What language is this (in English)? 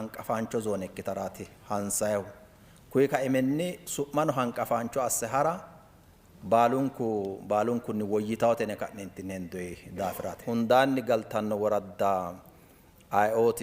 Sidamo